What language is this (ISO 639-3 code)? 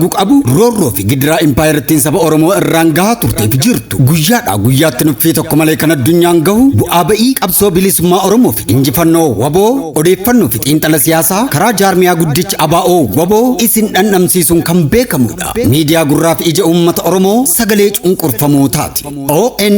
orm